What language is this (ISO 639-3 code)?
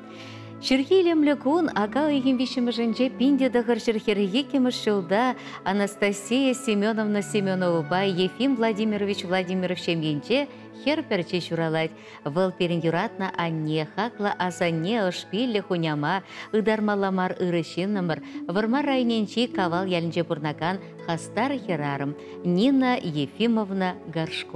chv